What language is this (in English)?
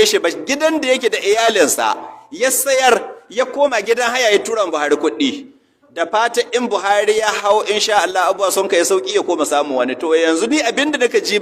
Hausa